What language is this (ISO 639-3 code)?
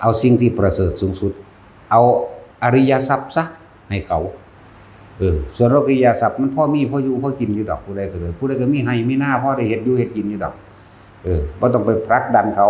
tts